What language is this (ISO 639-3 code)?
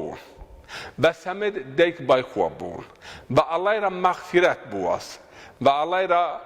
zza